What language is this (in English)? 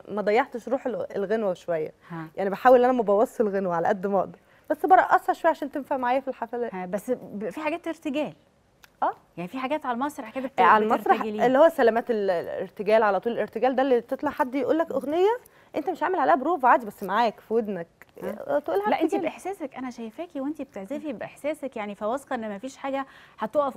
Egyptian Arabic